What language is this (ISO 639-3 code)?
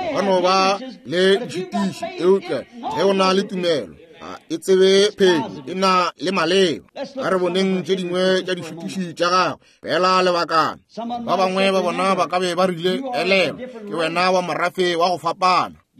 nso